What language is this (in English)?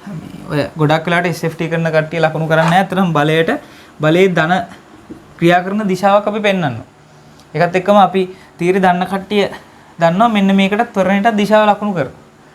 Sinhala